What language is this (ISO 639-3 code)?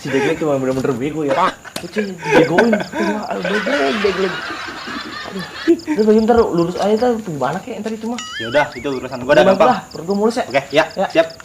bew